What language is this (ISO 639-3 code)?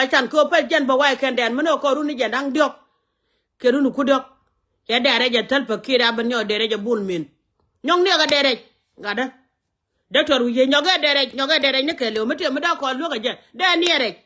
nus